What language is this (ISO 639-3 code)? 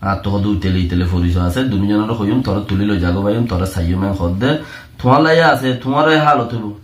rhg